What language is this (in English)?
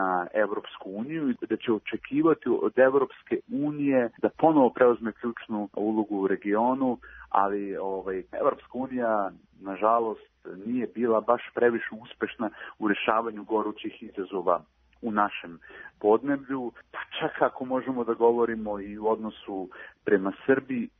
Serbian